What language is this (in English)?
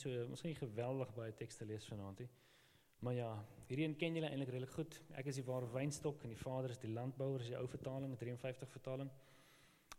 Afrikaans